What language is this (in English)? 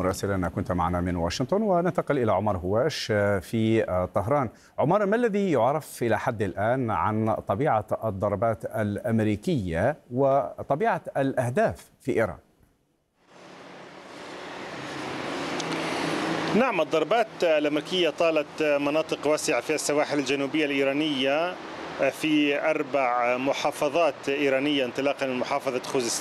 Arabic